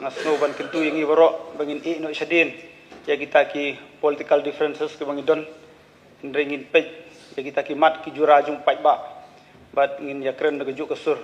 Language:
Khasi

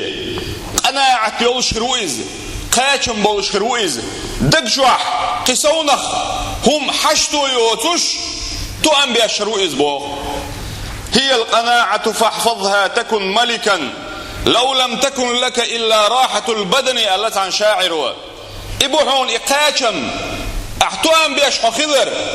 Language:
Chechen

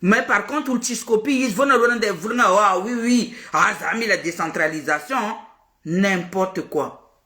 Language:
Malagasy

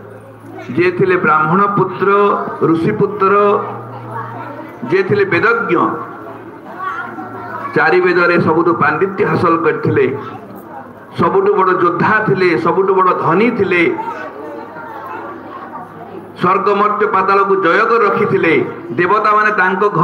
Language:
Odia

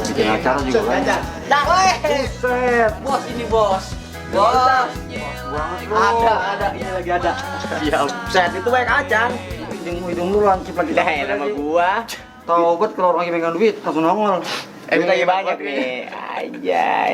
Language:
Betawi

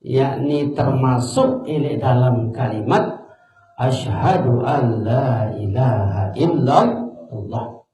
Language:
Sasak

